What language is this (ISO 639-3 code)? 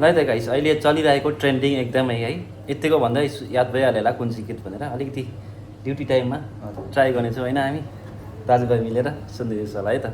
nep